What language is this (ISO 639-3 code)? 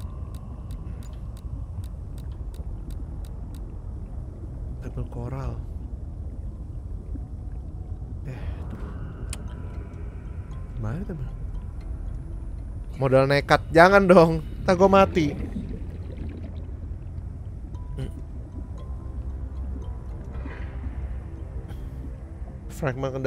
ind